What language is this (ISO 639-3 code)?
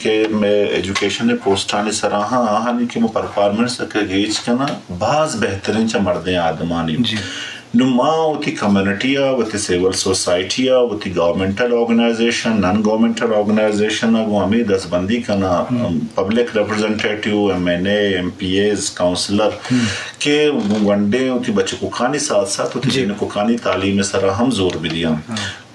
bgp